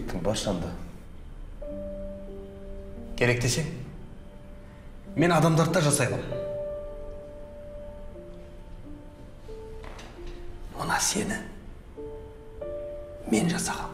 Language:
Kazakh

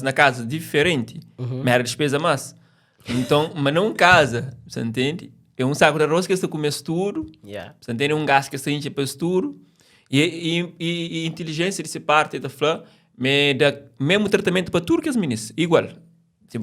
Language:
Kabuverdianu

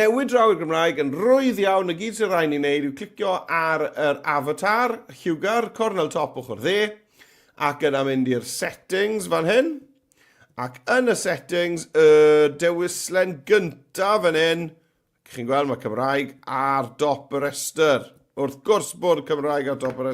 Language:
Welsh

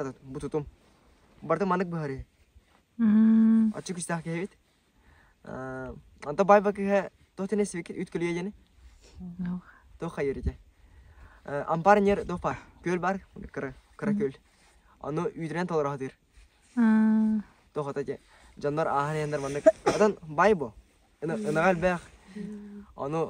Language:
Yakut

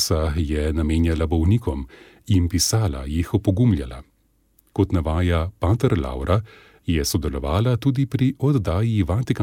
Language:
Slovenian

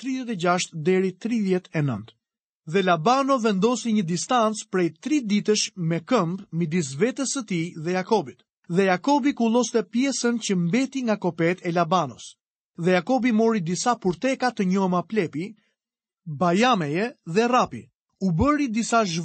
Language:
Albanian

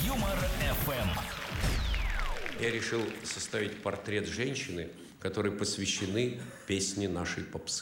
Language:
Russian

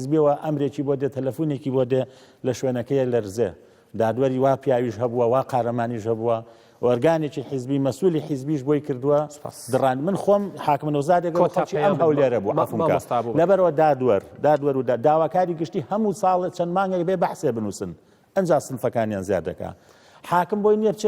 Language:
Central Kurdish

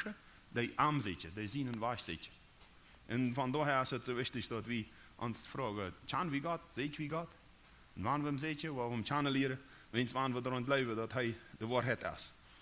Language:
Plautdietsch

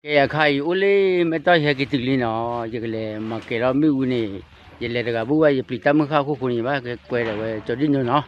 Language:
S'gaw Karen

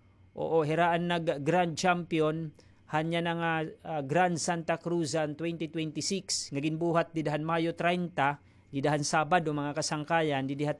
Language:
Waray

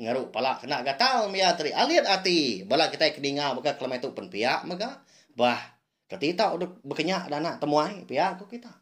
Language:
Iban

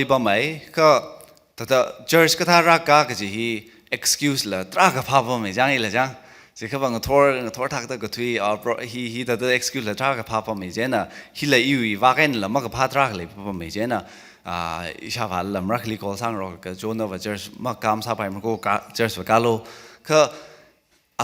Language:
Tangkhul Naga (India)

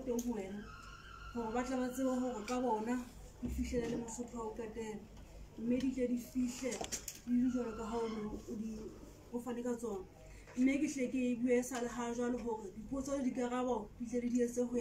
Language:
Southern Sotho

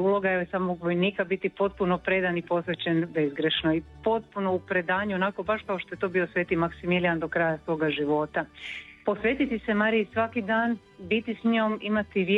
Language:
Croatian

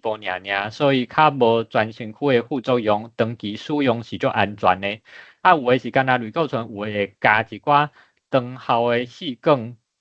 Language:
Min Nan Chinese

